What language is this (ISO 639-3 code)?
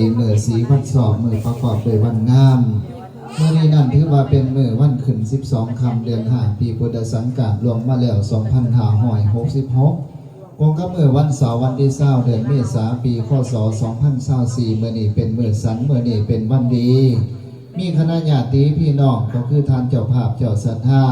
lao